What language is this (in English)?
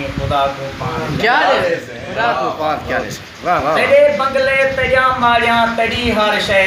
Saraiki